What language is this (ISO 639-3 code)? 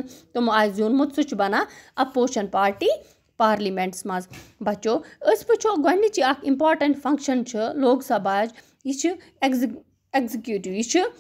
kas